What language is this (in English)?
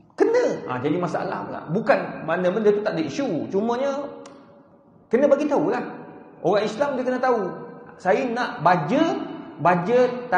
Malay